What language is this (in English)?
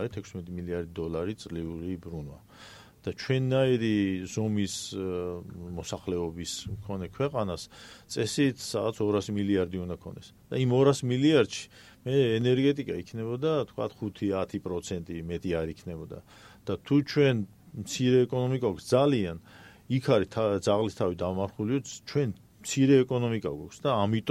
Georgian